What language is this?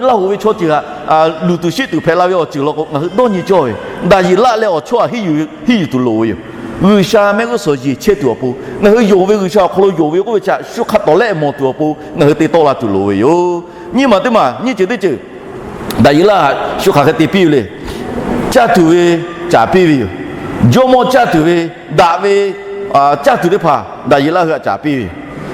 Lahu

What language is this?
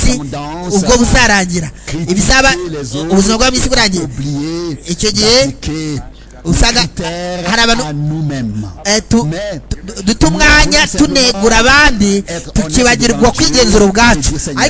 Kinyarwanda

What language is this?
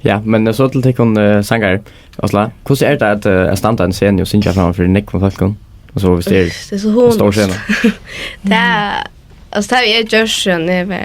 Faroese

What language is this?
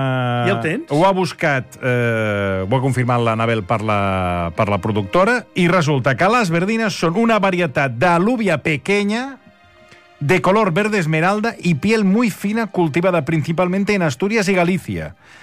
Catalan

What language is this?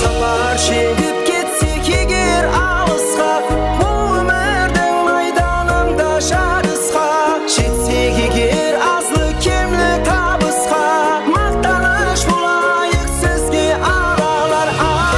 Kara-Kalpak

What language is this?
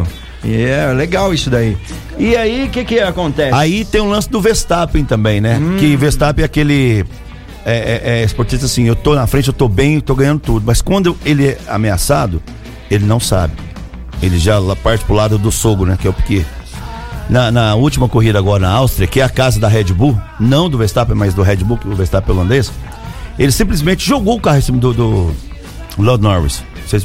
Portuguese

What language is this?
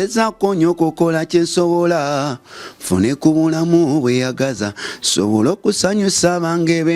Ganda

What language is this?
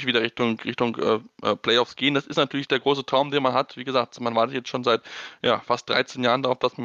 German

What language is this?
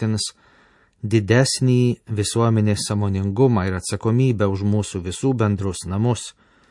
Lithuanian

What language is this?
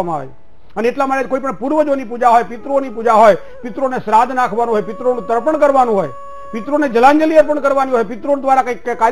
Gujarati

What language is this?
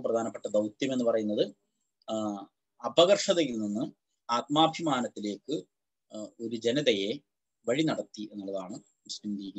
Malayalam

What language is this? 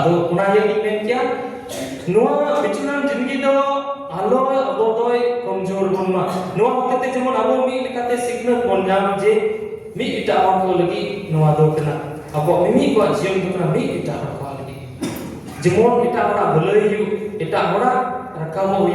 Santali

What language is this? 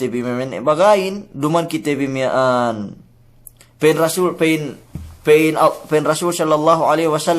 Yakan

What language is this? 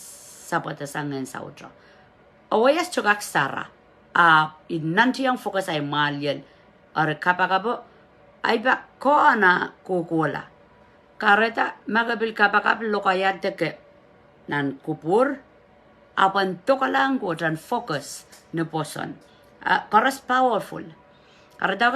Pohnpeian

